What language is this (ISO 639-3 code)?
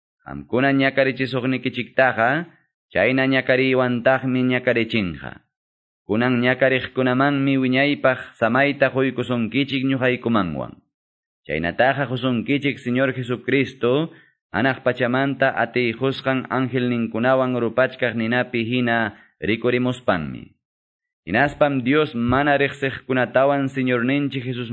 que